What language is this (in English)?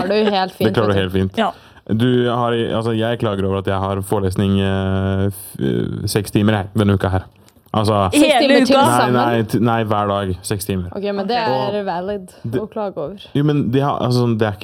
Norwegian